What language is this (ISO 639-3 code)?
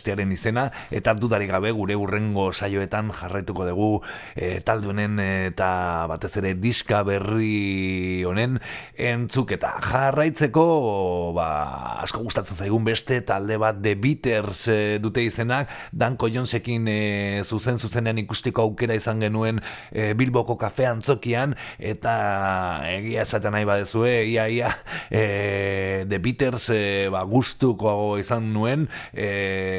eus